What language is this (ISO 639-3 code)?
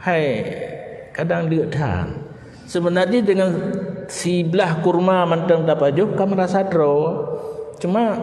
ace